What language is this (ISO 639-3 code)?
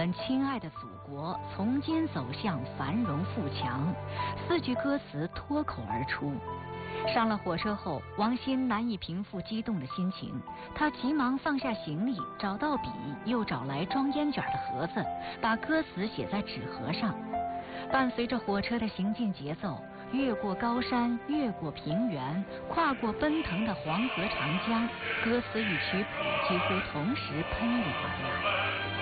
zho